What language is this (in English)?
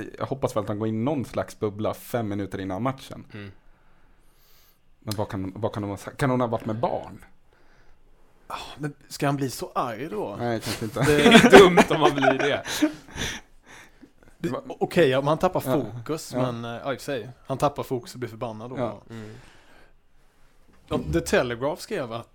Swedish